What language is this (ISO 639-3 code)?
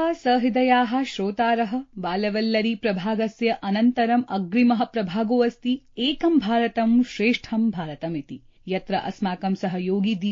san